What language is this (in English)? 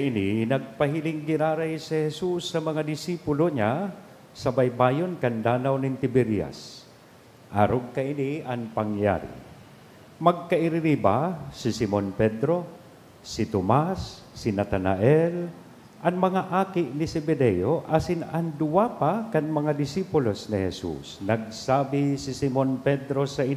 Bikol